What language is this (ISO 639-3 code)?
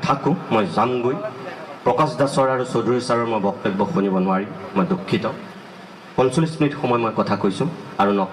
asm